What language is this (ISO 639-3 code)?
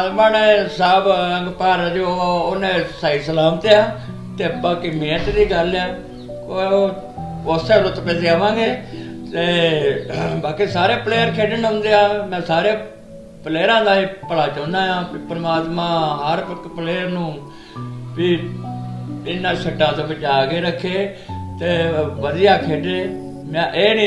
pan